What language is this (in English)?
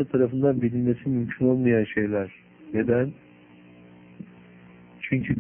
Turkish